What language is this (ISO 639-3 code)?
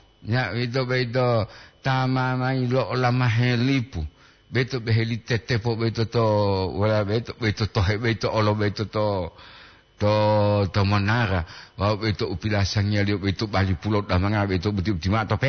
gor